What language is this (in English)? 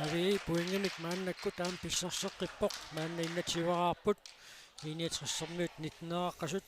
Kalaallisut